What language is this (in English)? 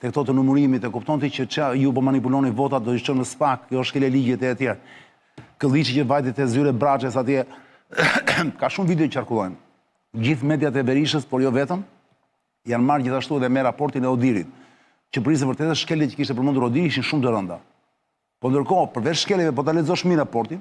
Albanian